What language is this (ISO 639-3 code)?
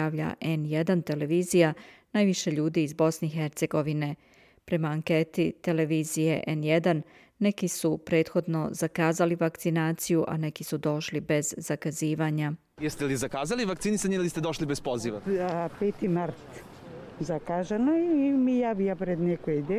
srp